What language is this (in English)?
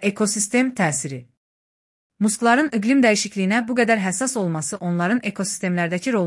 Azerbaijani